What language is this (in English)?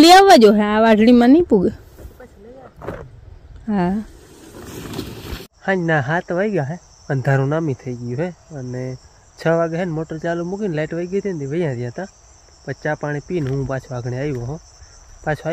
Gujarati